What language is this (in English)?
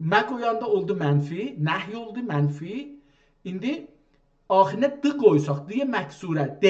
South Azerbaijani